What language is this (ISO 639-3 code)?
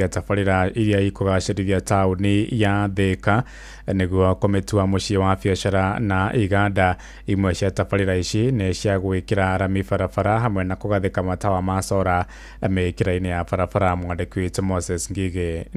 kik